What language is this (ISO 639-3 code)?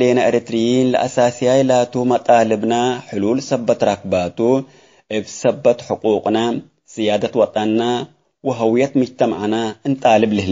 tig